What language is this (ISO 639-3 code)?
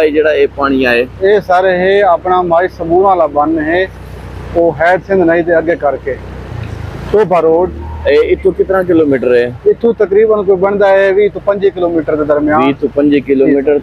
skr